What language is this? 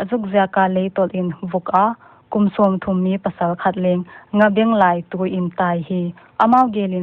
Paite Chin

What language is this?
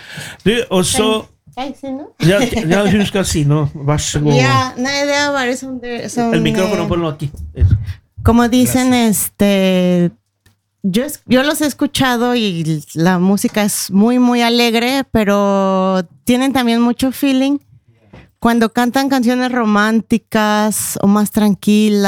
Norwegian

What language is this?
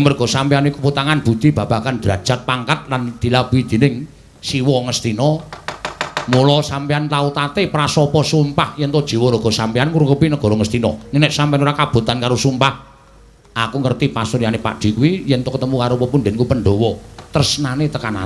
Javanese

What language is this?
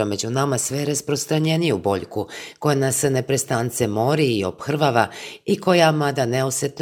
Serbian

